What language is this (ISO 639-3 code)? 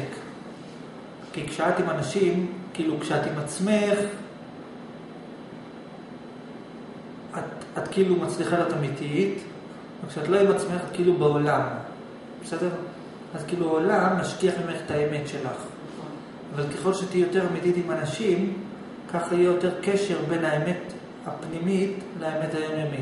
heb